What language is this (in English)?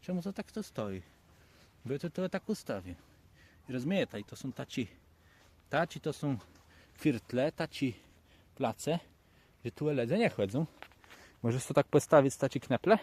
Kashubian